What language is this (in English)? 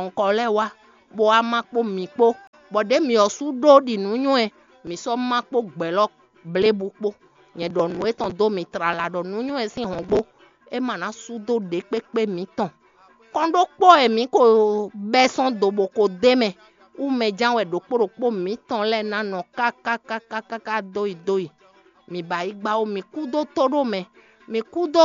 Fon